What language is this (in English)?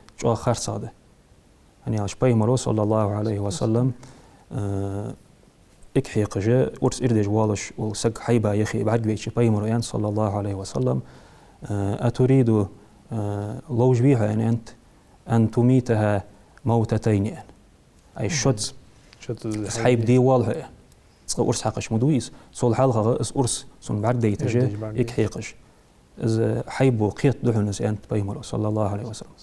Ingush